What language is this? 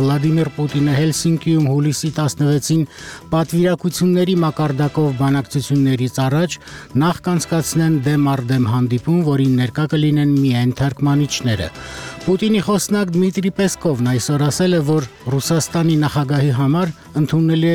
Armenian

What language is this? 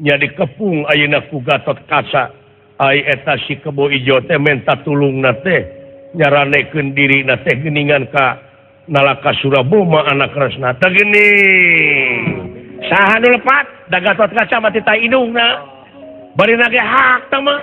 Sundanese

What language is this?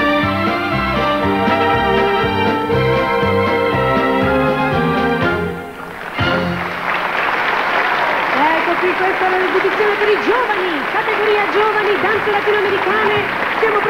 Italian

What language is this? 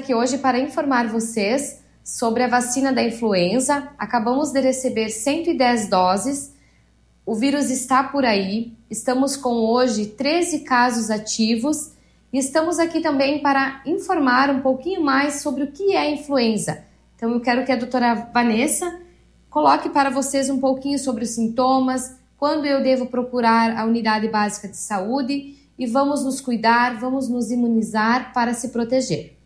Portuguese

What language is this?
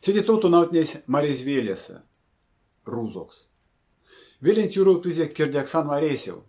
Erzya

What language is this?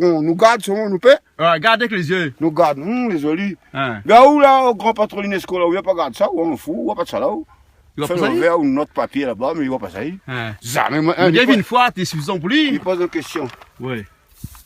Réunion Creole French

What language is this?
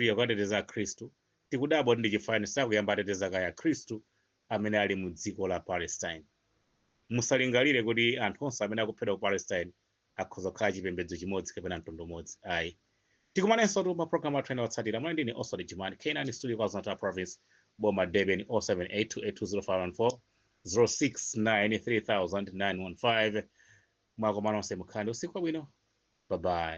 Nyanja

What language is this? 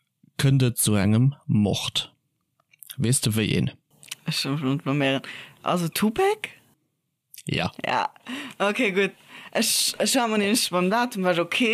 Luxembourgish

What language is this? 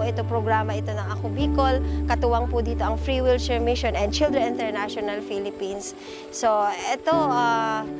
Bikol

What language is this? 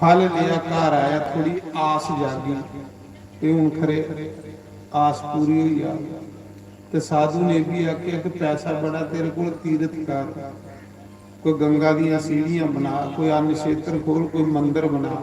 Dogri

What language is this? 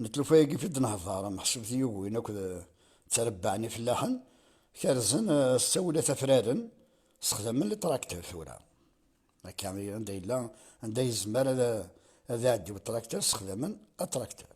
Kabyle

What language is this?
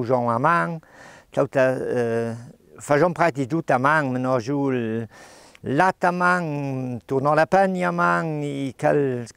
Ladin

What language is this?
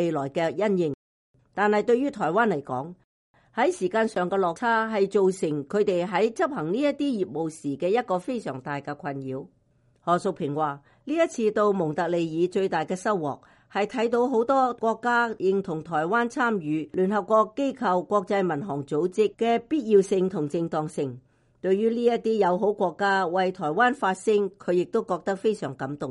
Cantonese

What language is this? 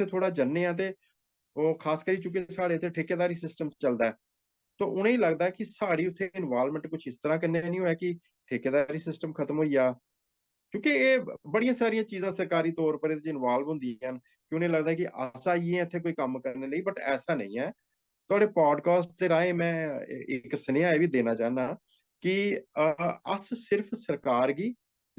Dogri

